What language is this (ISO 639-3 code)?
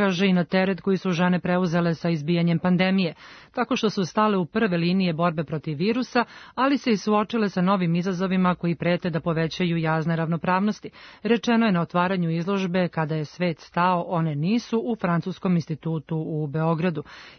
srp